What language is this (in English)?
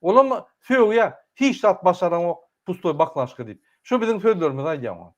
Turkmen